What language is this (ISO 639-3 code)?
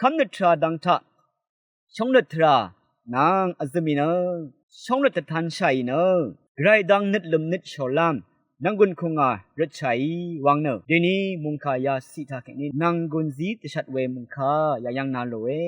raw